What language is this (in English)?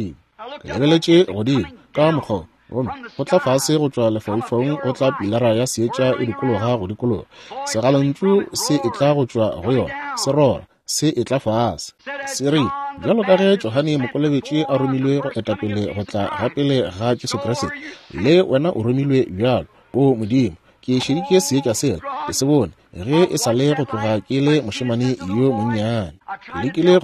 Northern Sotho